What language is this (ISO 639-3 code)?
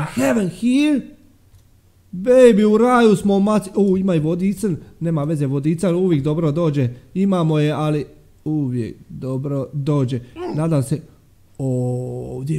hrv